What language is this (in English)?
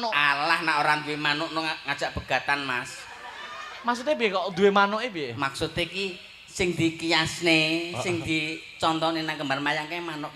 Javanese